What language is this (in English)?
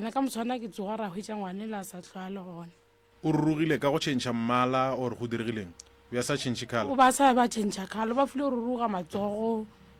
Northern Sotho